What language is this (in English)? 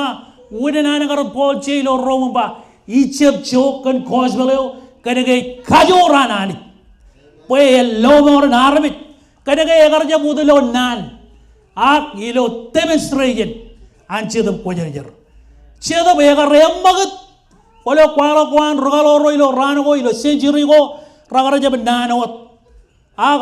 Marshallese